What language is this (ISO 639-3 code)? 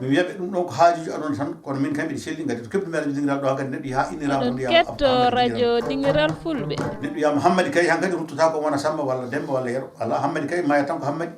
ful